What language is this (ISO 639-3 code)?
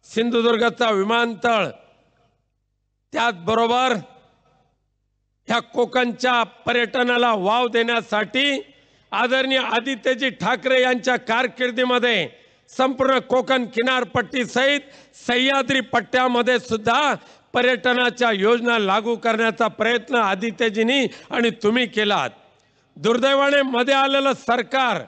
mar